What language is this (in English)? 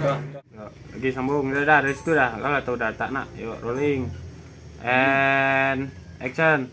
Minangkabau